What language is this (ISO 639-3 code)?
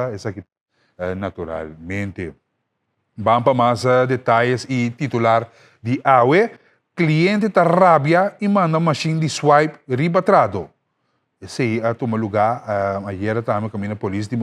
pap